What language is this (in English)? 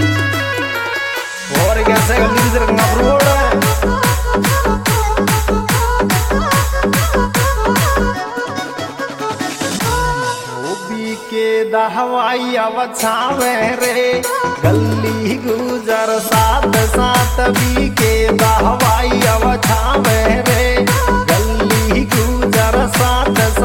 Bhojpuri